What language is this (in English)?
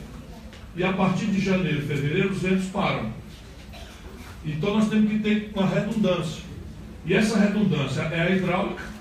Portuguese